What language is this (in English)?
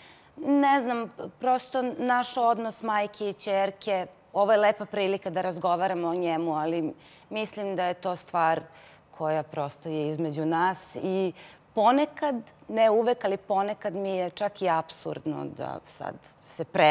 Serbian